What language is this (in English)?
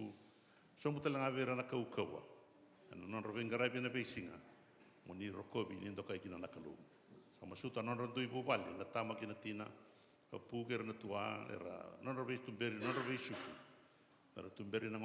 Fijian